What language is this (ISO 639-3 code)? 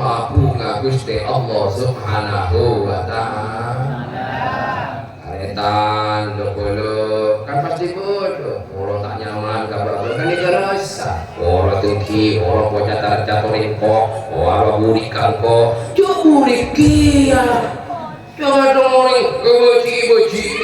mad